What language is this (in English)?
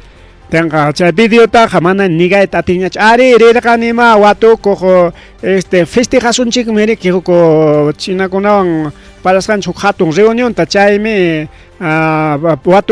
Ayacucho Quechua